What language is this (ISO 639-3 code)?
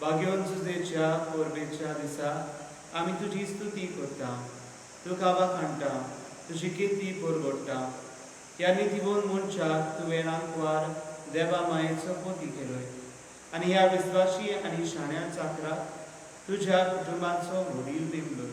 kok